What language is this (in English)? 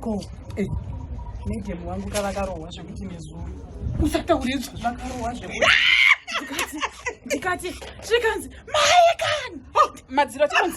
Shona